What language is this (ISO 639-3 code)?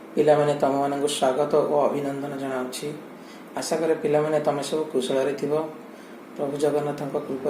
ori